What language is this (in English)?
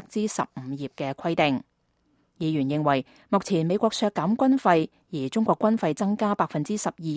Cantonese